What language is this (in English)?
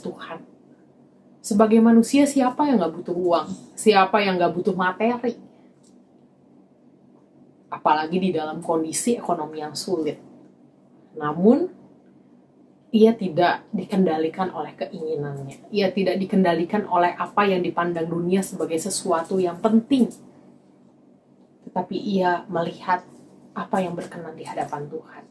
Indonesian